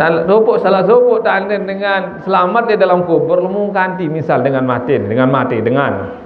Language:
Sasak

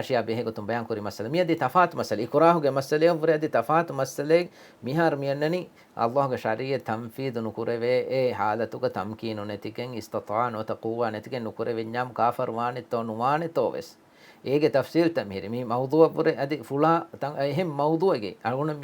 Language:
Divehi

